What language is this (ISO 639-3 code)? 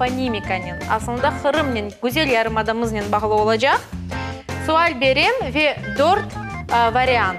crh